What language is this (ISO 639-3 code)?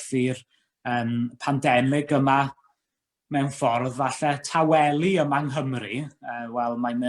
cym